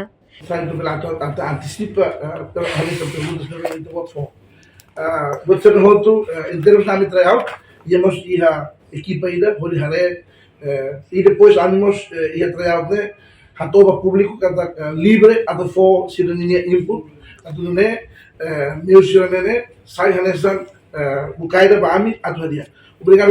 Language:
Tetum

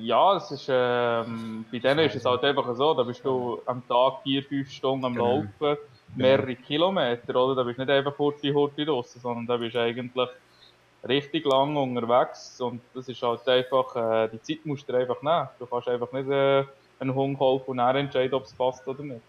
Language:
Swiss German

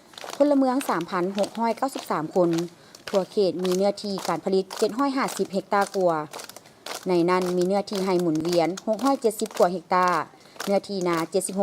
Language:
Lao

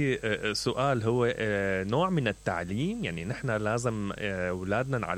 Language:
Mesopotamian Arabic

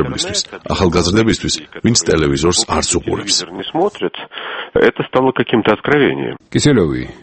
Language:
Georgian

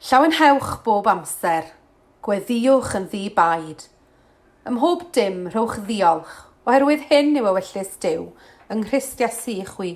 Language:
Welsh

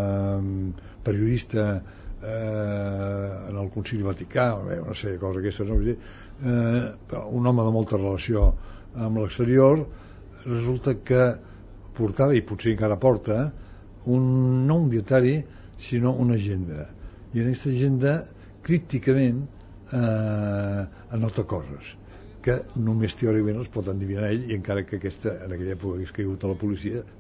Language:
Catalan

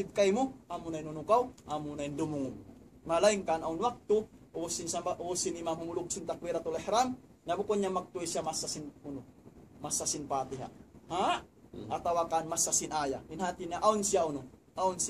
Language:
Tausug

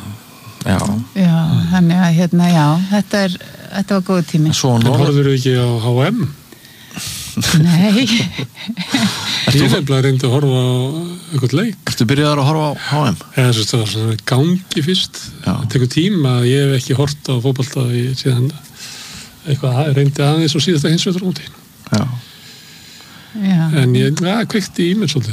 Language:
Icelandic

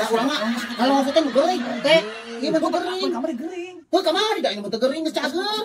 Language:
Sundanese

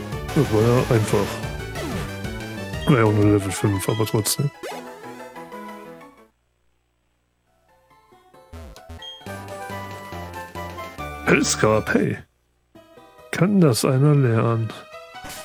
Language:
German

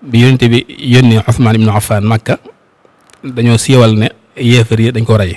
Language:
Wolof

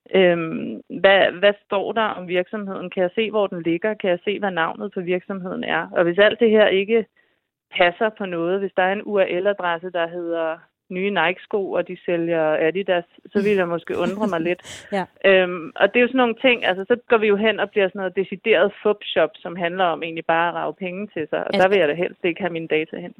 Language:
Danish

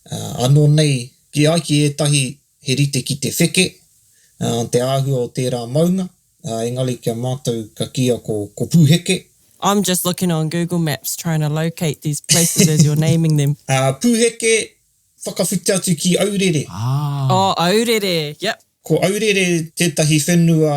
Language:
Māori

